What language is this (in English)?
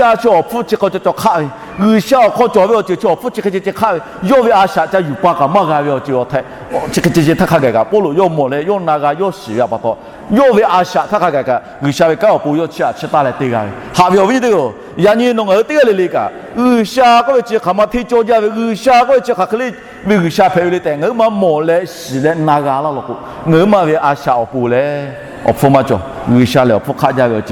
Lahu